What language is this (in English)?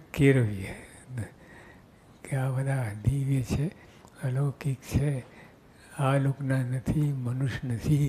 Gujarati